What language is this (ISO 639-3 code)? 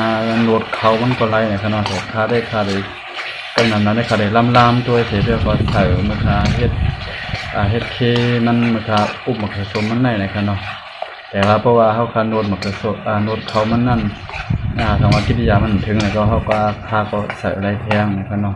shn